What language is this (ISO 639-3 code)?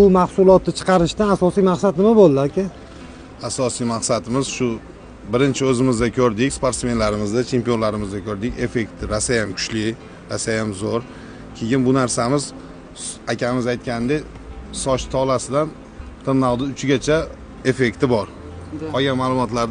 uzb